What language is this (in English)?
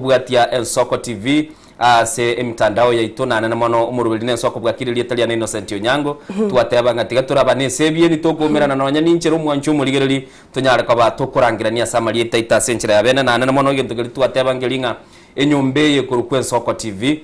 Gusii